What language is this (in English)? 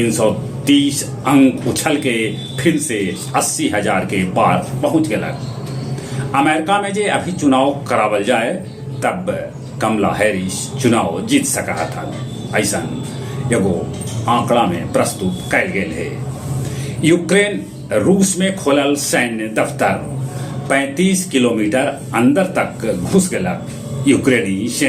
Magahi